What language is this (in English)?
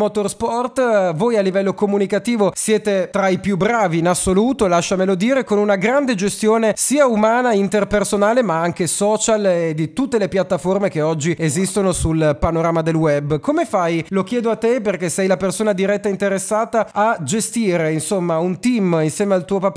Italian